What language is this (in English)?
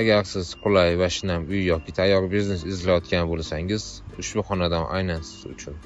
Uzbek